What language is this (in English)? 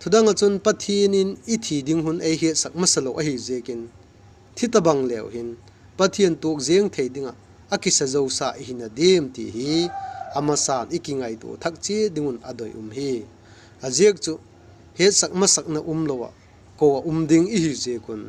Vaiphei